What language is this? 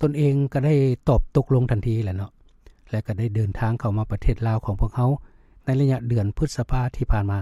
Lao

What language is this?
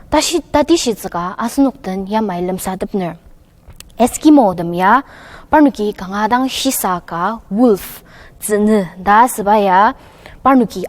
Ao Naga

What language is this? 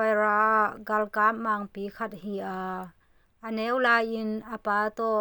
Tedim Chin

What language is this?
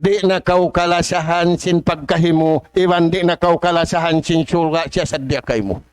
Tausug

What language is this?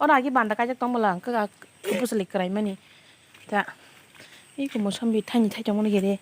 Kok Borok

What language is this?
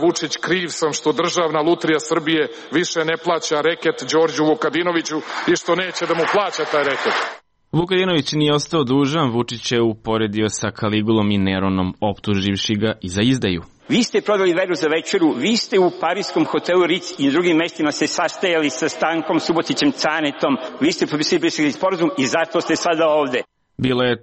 Serbian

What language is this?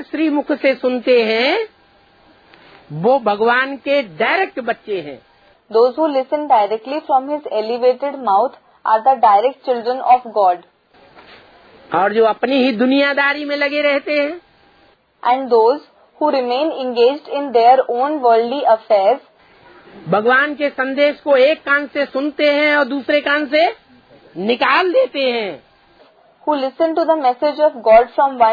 Hindi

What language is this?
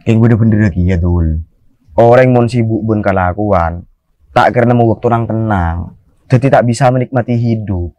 Madurese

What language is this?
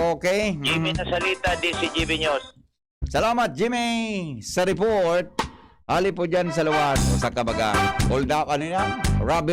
Bikol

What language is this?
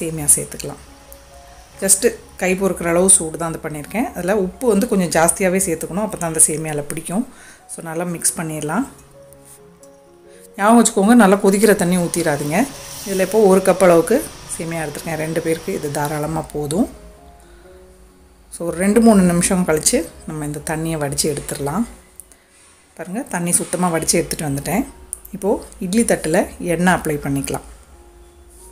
Tamil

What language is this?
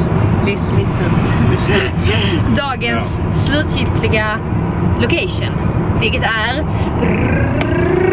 Swedish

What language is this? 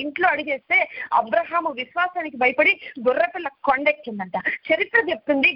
Telugu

